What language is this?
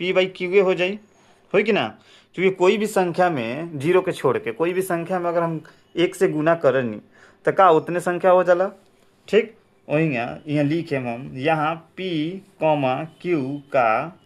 Bhojpuri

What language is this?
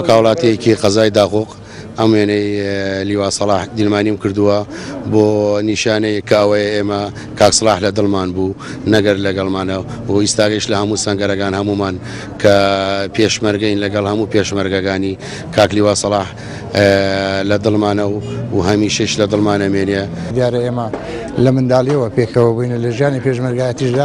Central Kurdish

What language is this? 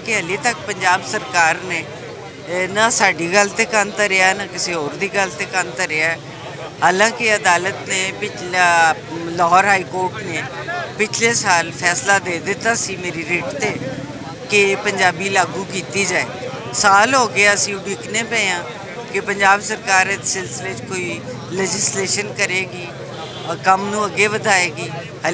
Western Panjabi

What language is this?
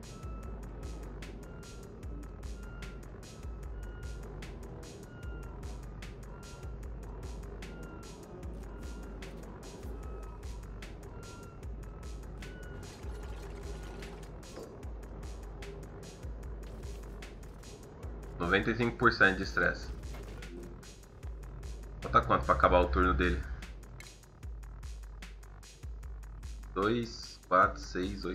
Portuguese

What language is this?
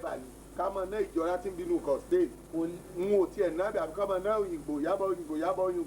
Yoruba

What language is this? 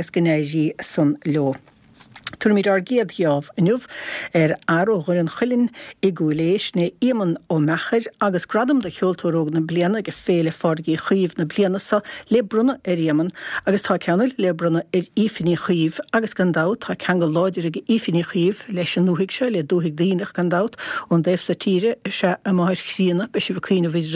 Irish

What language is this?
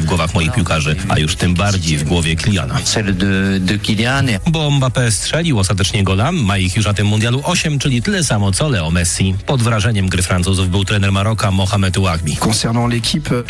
Polish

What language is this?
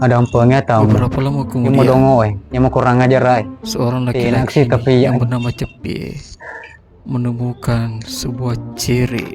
Buginese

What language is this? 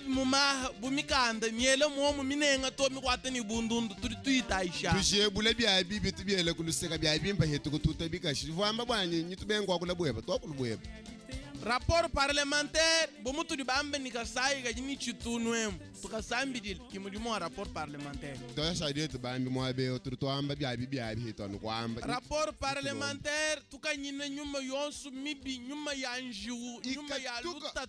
Luba-Lulua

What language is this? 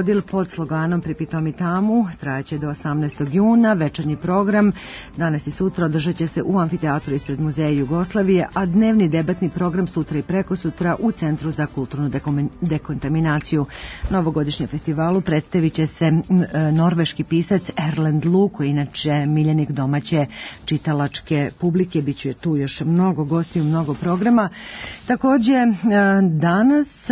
Serbian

